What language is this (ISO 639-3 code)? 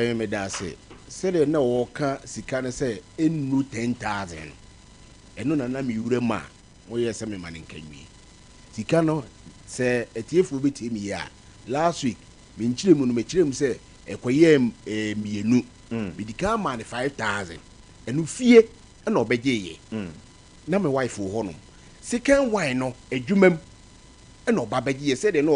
aka